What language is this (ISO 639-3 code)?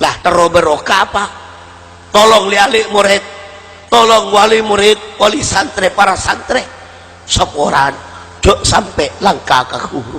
mad